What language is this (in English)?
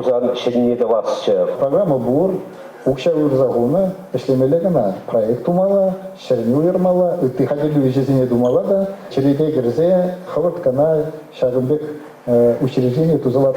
Chuvash